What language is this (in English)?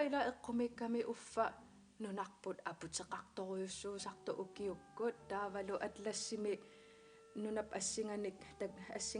Kalaallisut